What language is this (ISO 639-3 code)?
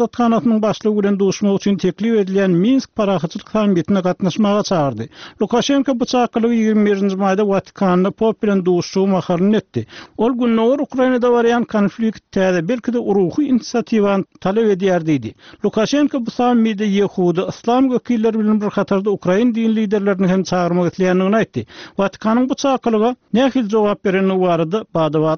tuk